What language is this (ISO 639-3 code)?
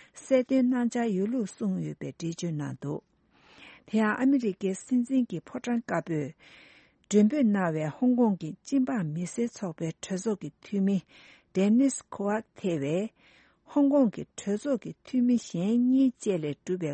bod